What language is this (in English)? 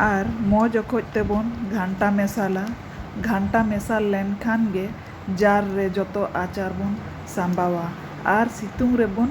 Santali